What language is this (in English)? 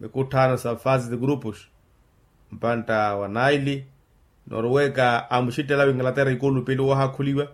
Makhuwa